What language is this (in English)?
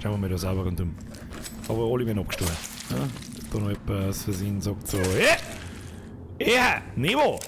Bavarian